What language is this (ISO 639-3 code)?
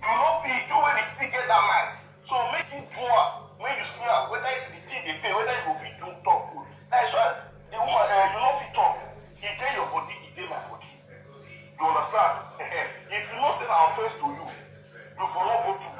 pcm